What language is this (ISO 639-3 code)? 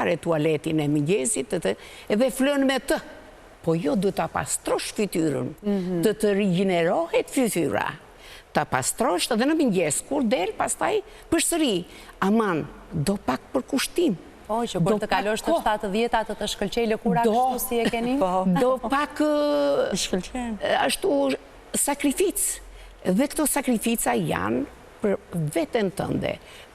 sqi